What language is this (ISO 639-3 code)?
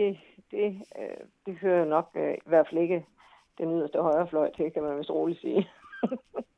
dan